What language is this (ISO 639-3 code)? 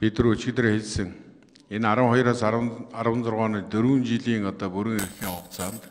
mon